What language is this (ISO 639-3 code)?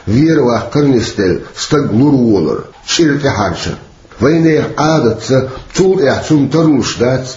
che